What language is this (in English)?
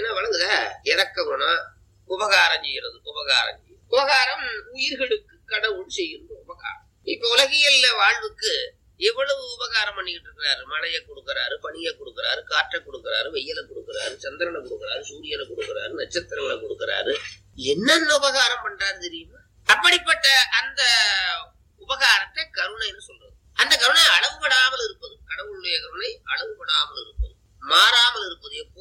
Tamil